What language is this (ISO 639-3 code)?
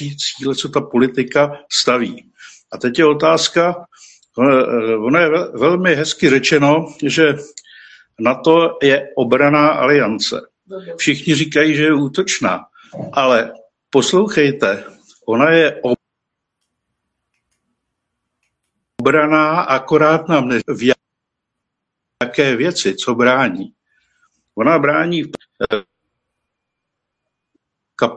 ces